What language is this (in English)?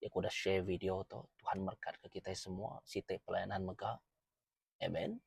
Iban